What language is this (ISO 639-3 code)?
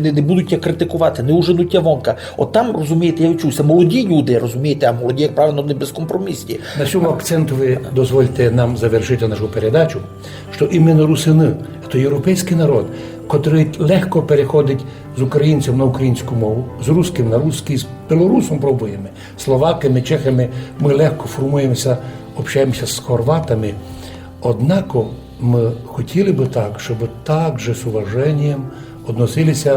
rue